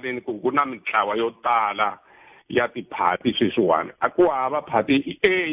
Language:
Tsonga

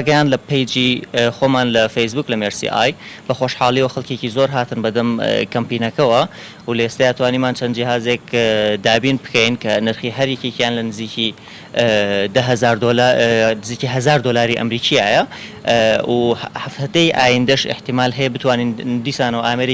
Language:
Central Kurdish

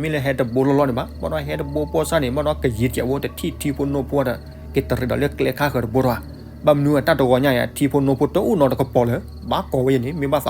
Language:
S'gaw Karen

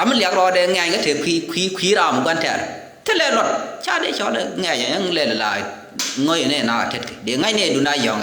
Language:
Nuer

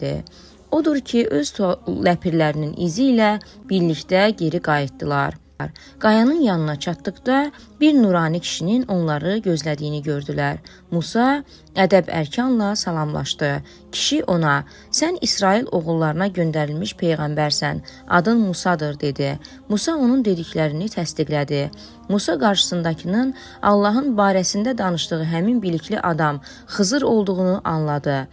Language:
Azerbaijani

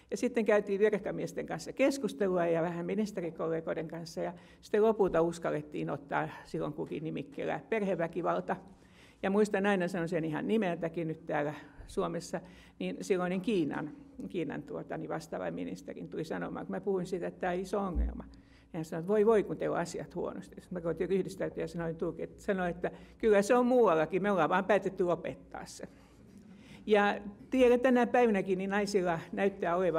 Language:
Finnish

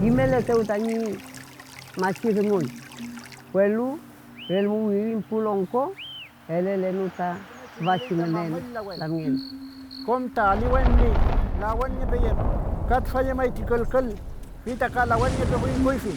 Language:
Mapuche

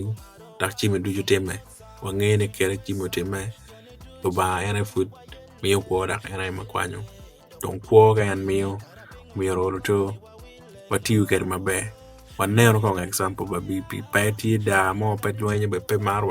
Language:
Acoli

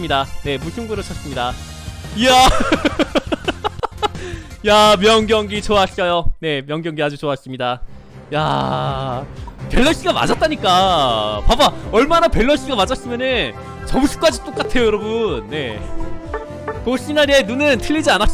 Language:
Korean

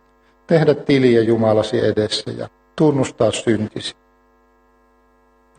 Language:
Finnish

